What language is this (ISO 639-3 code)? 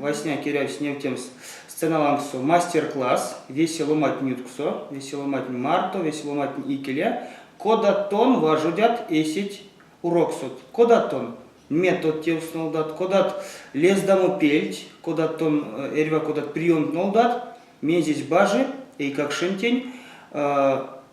myv